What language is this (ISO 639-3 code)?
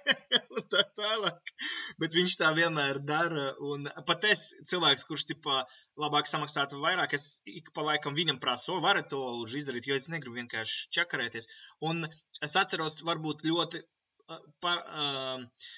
lav